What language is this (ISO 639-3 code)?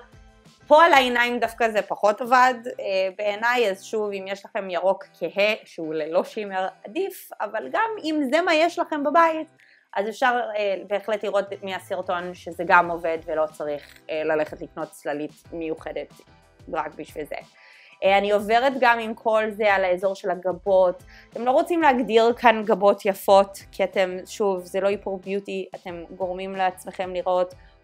heb